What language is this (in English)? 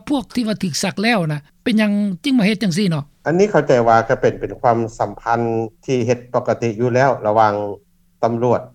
Lao